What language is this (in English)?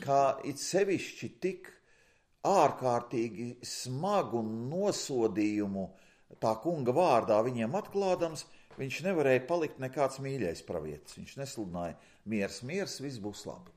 Latvian